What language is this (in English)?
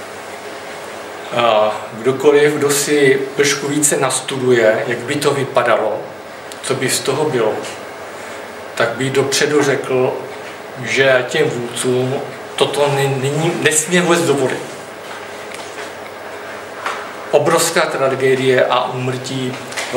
Czech